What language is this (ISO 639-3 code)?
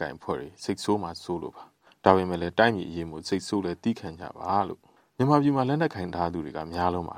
mya